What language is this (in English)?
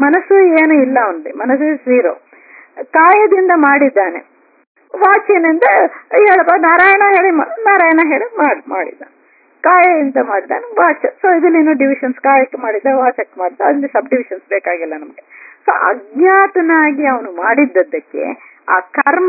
Kannada